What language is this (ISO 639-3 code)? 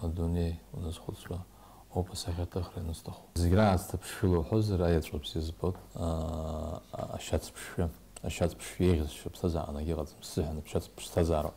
abk